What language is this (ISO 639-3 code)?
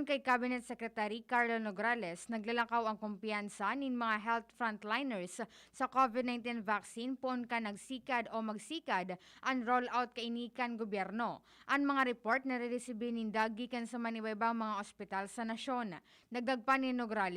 bik